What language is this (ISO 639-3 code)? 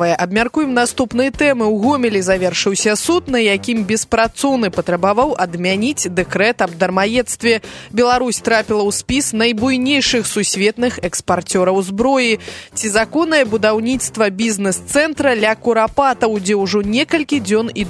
bel